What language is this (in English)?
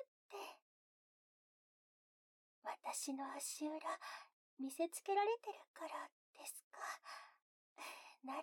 Japanese